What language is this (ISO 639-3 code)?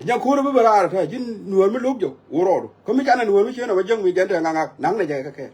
nus